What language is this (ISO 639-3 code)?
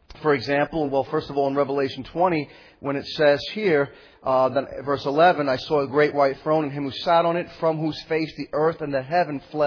eng